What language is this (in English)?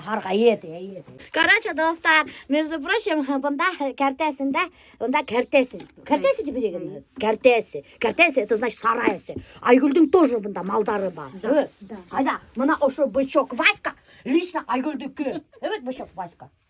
Bashkir